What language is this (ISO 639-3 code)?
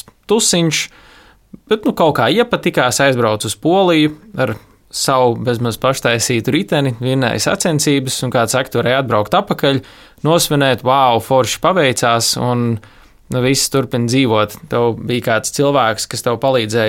lav